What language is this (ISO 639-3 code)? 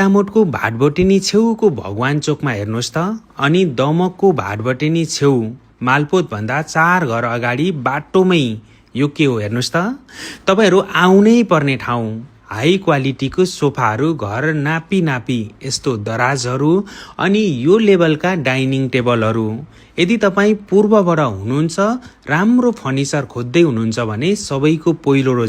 nep